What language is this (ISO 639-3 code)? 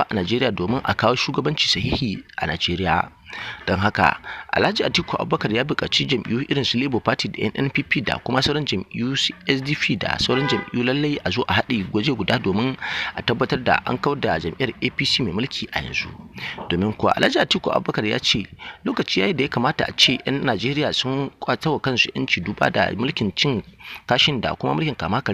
hau